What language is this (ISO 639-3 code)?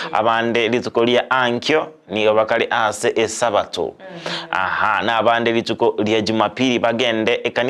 guz